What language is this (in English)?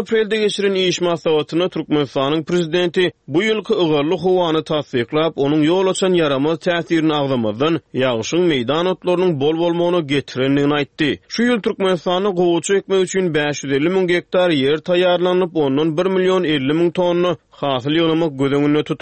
Turkmen